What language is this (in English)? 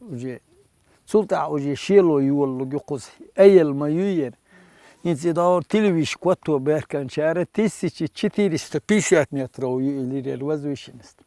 Chechen